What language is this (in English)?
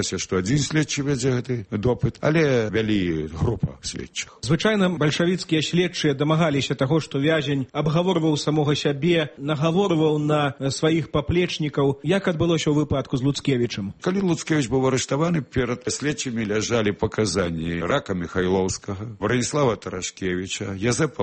Belarusian